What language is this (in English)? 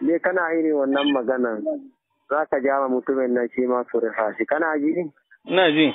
Hausa